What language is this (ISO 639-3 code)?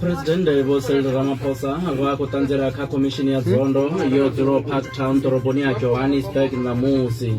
ven